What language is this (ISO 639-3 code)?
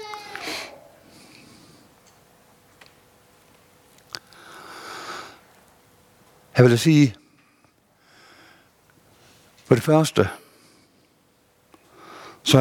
dan